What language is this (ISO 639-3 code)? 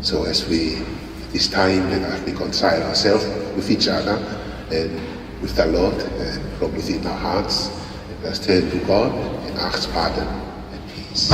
ton